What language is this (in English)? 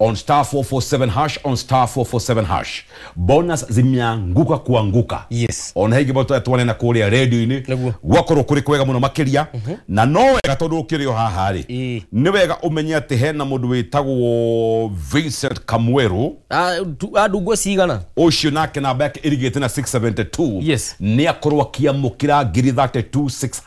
Kikuyu